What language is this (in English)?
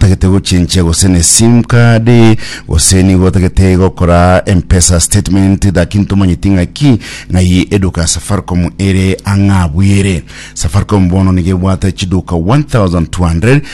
Gusii